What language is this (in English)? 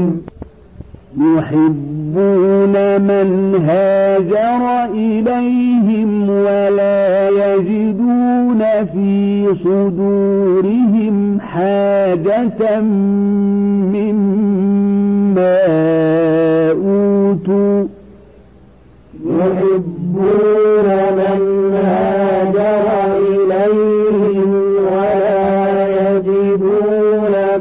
Arabic